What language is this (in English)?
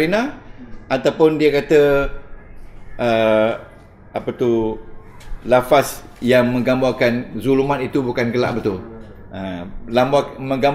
Malay